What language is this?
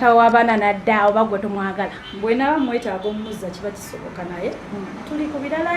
Ganda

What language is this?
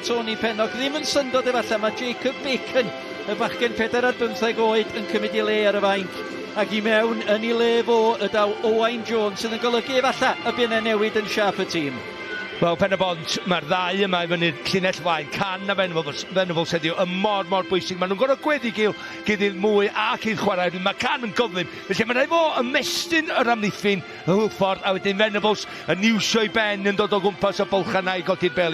Welsh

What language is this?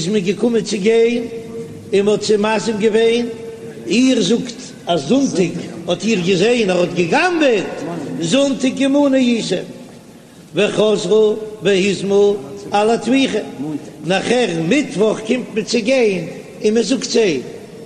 Yiddish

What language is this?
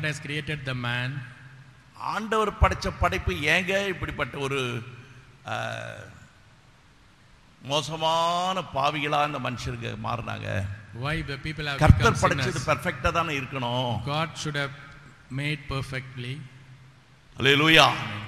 Tamil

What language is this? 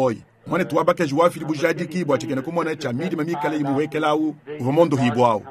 Luba-Lulua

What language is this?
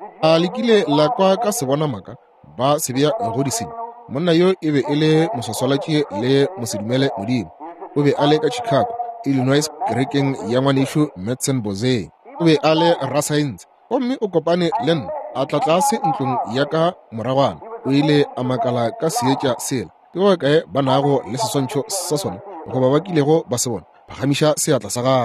Northern Sotho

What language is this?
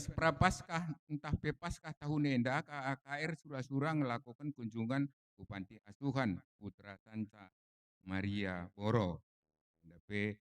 Batak Karo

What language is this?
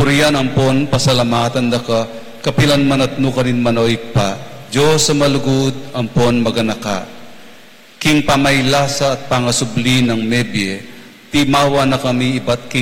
Pampanga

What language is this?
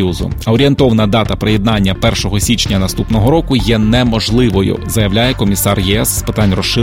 Ukrainian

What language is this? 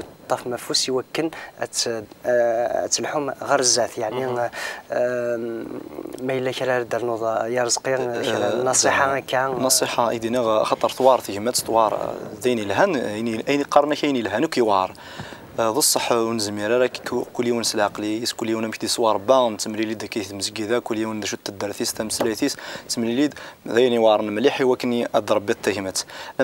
Kabyle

